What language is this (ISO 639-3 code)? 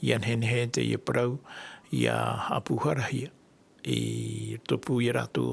tah